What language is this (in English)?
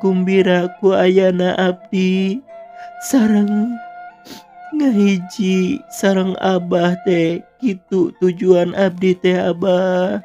Sundanese